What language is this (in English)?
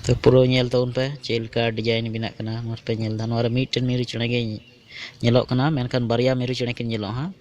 Santali